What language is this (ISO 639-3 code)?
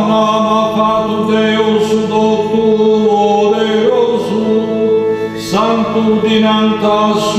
srd